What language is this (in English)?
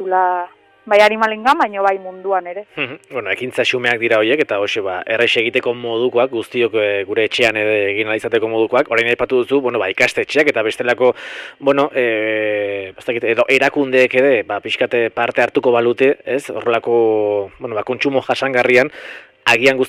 Basque